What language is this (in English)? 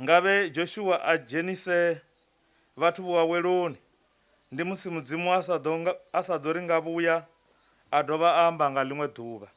Venda